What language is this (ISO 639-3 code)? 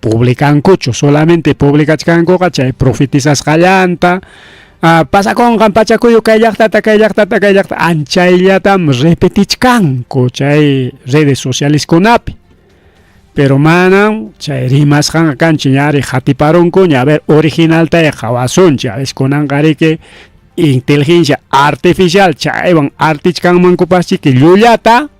quy